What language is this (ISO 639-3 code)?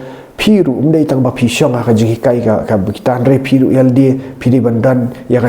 kha